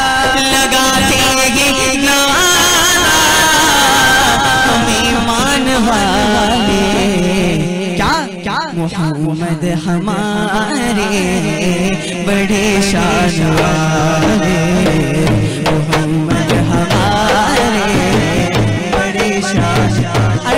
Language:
Malayalam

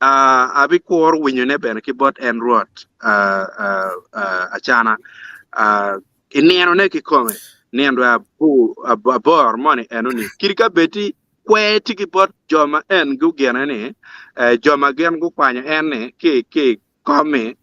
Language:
Acoli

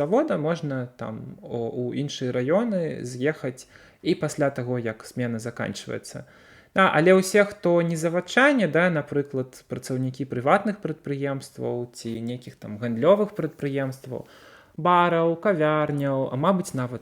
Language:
Belarusian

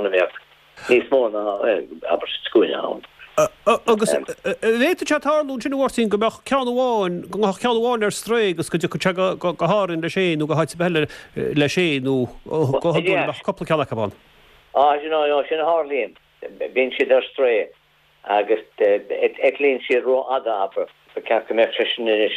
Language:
Irish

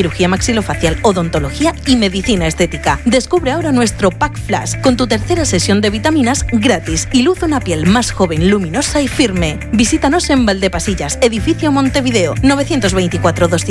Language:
Spanish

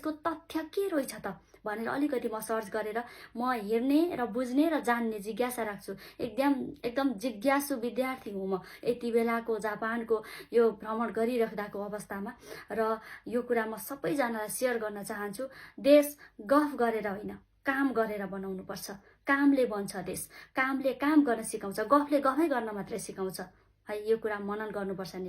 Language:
Nepali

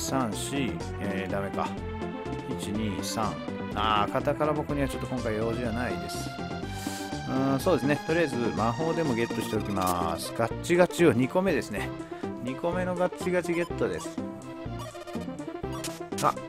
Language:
Japanese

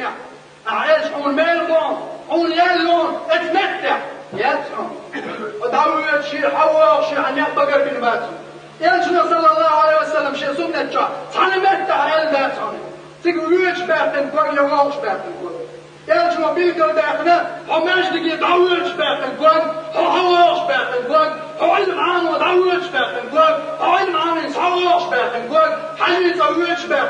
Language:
Chechen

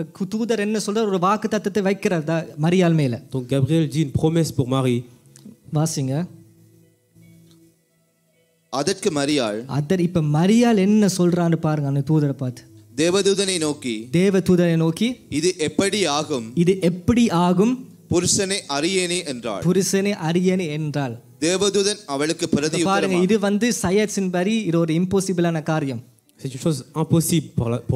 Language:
Tamil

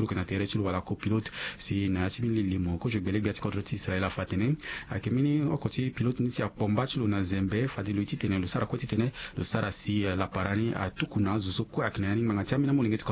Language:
Sango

